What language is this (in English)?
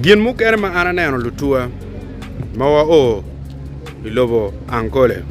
Acoli